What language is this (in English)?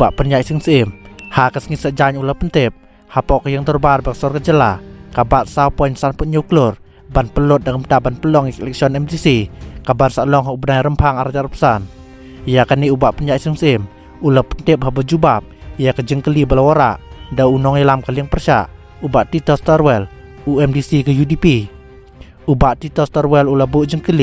Khasi